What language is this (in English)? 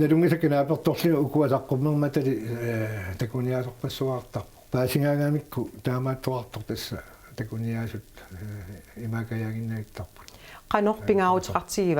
Kalaallisut